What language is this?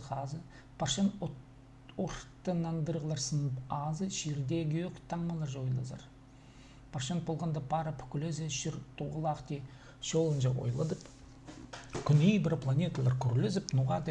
Khakas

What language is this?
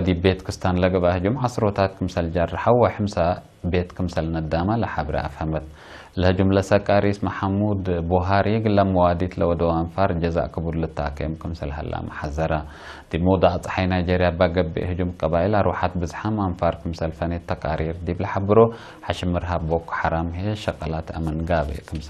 Tigre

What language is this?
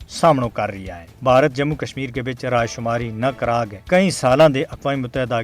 Gujari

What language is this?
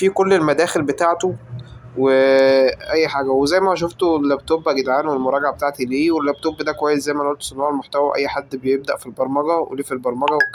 Egyptian Arabic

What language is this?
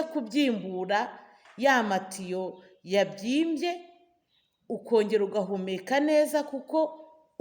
Kinyarwanda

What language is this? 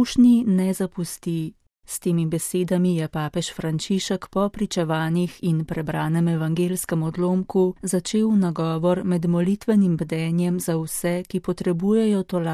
Slovenian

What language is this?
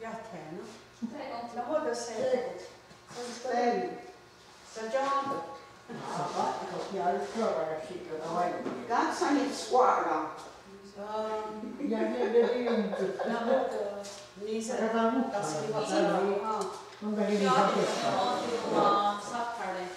Mohawk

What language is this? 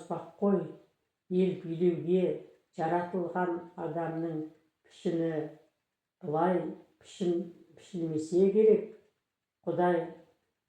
Kazakh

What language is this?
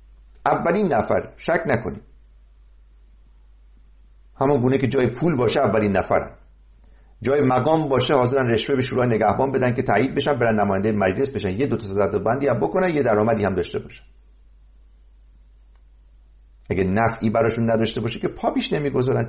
Persian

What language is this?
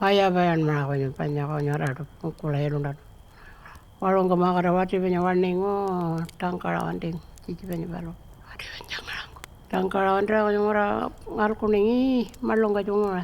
Pitjantjatjara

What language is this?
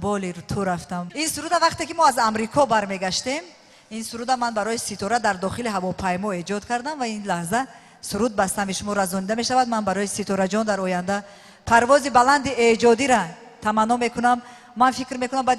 Tajik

